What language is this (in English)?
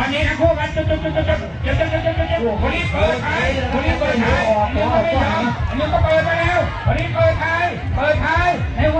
Lao